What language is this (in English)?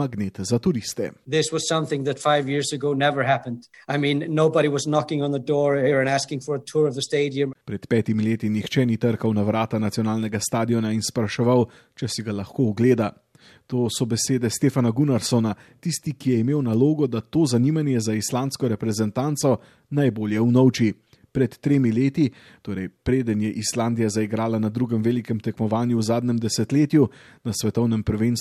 Slovenian